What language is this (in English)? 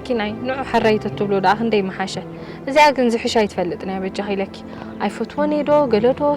Tigrinya